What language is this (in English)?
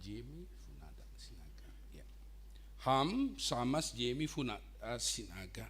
Batak Simalungun